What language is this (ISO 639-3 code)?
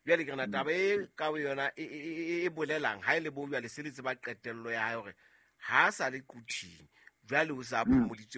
sot